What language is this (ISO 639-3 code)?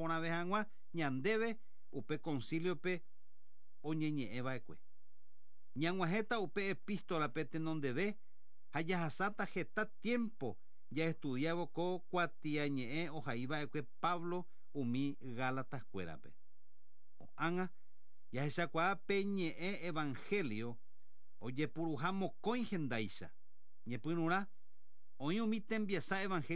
grn